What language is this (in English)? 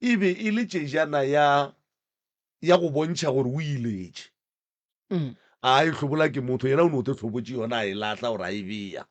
Northern Sotho